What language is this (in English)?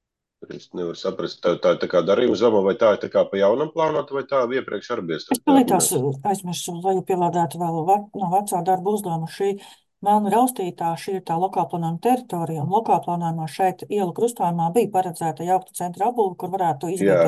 Latvian